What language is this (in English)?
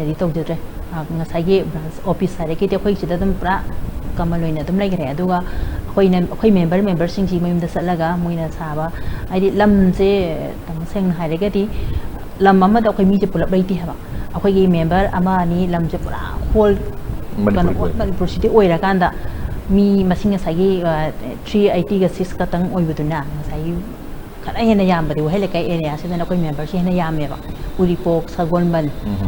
Manipuri